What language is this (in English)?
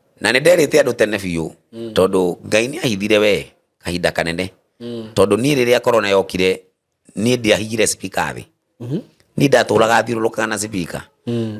Kikuyu